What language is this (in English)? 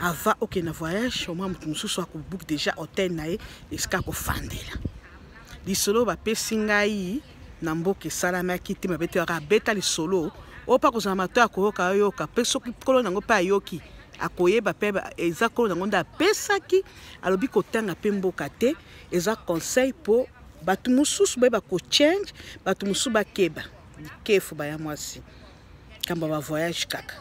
Lingala